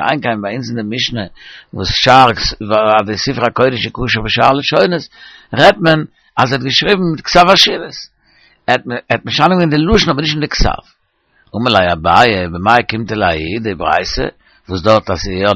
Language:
Yiddish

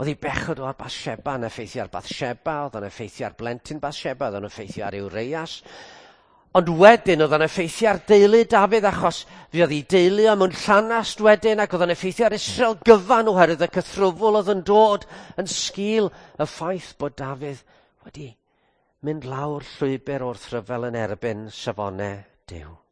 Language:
Welsh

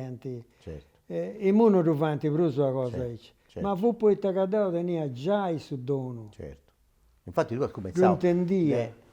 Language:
Sardinian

